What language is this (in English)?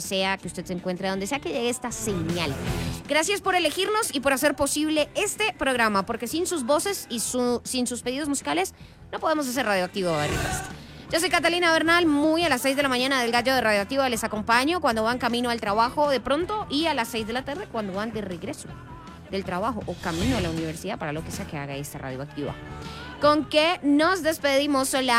Spanish